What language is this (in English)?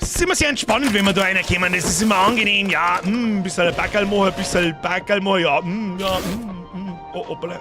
Bavarian